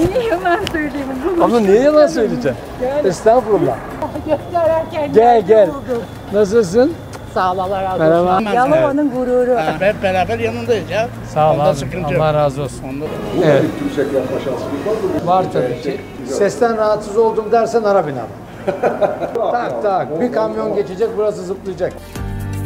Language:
Turkish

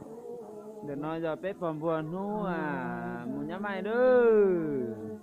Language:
Hmong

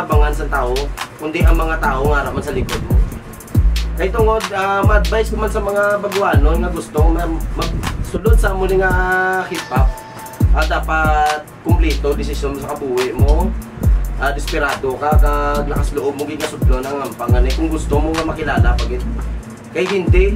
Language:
Hiligaynon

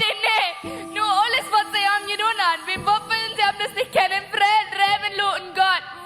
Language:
Plautdietsch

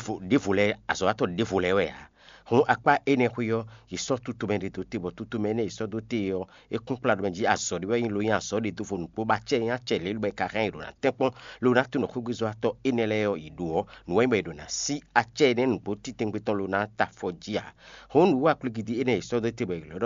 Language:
Fon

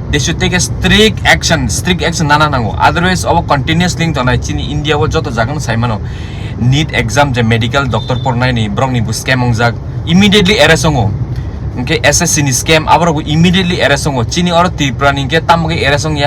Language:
Kok Borok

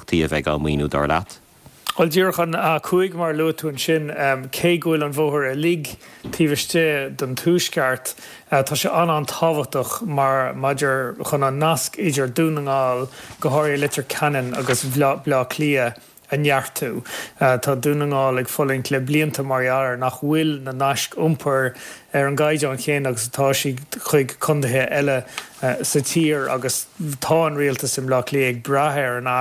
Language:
Irish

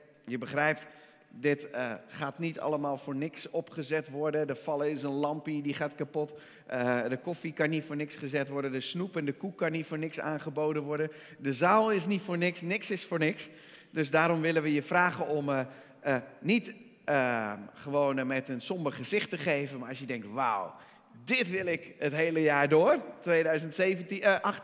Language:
Dutch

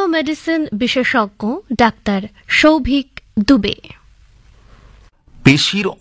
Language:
Bangla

